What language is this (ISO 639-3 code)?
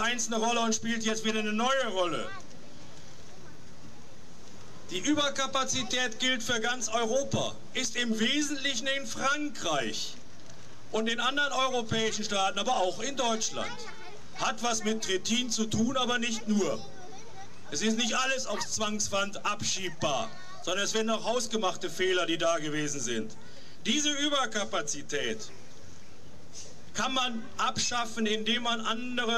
deu